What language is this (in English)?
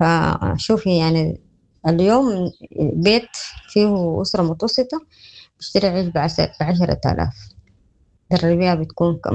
Sudanese Arabic